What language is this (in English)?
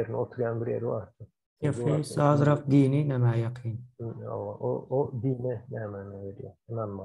Turkmen